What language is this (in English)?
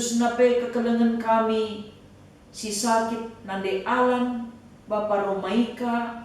Batak Karo